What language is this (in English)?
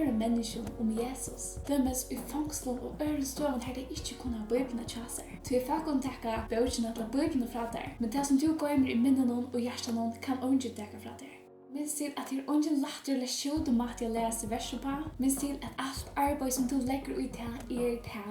Faroese